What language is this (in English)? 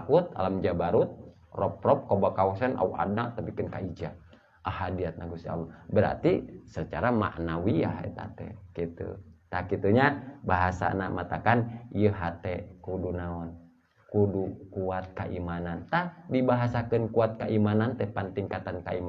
Sundanese